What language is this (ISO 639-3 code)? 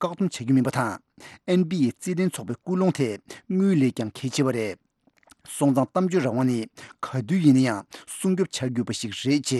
bod